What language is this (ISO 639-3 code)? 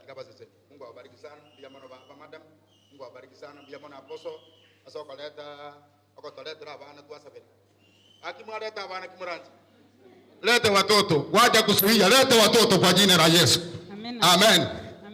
guz